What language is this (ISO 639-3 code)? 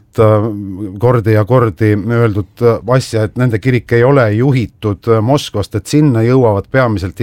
est